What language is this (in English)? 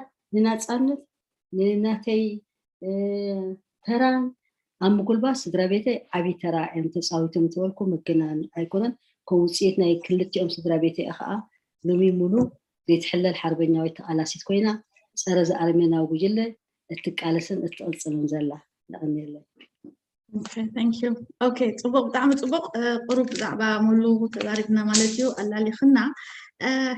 Tigrinya